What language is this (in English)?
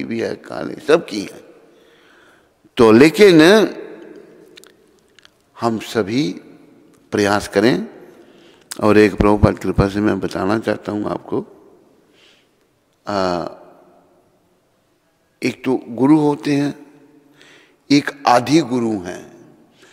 Hindi